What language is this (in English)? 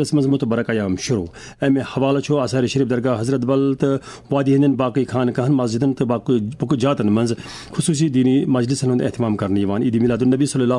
Kashmiri